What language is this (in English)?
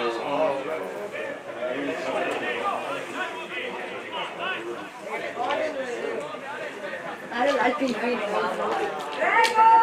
Italian